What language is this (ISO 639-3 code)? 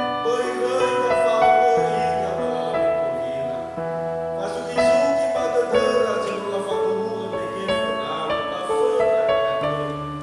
nia